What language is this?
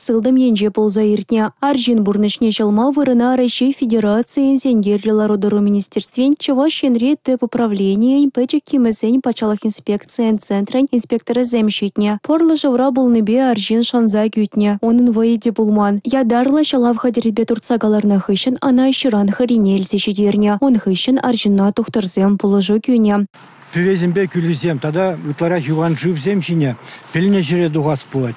Chuvash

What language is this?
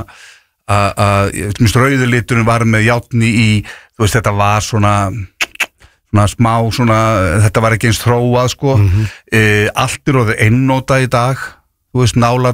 Icelandic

